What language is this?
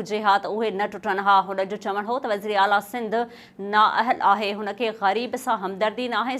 Sindhi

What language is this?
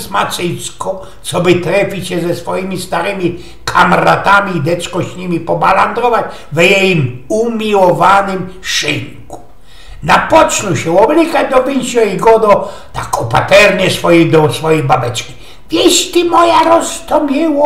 Silesian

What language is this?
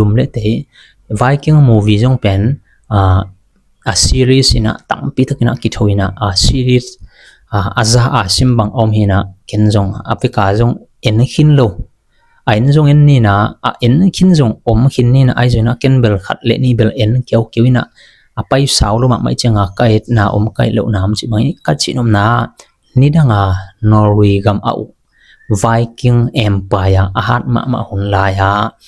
Tedim Chin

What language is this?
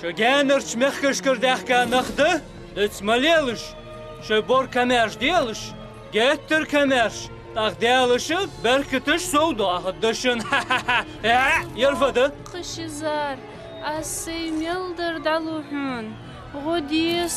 Ingush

